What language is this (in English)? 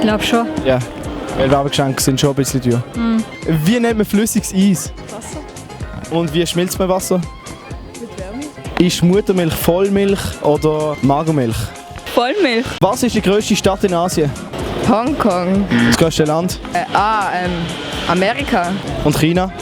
Swiss German